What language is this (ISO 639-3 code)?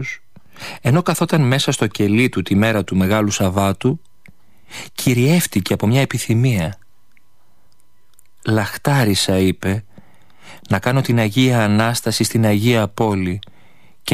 ell